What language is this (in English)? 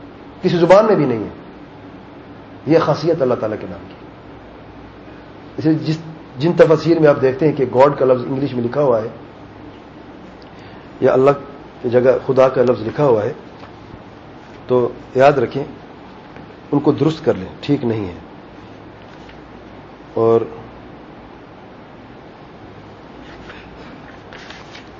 Urdu